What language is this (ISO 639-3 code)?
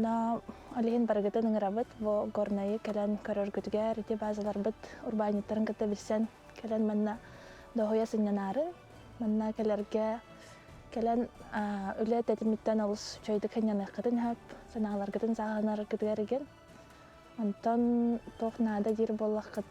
sah